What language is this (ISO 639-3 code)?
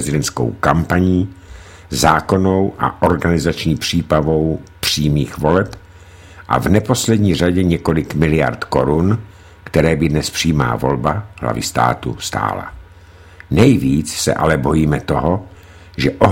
ces